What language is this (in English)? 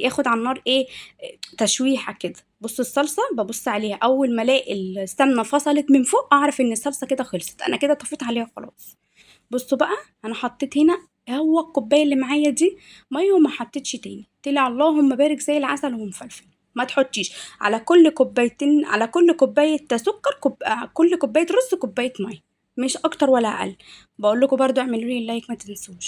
Egyptian Arabic